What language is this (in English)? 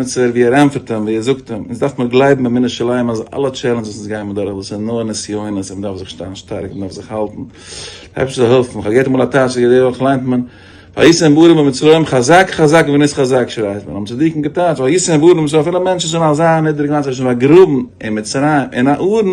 Yiddish